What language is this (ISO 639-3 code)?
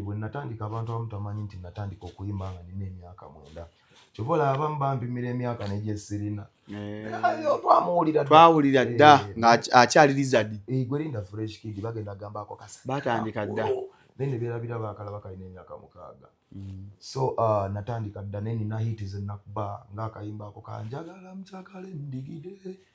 lug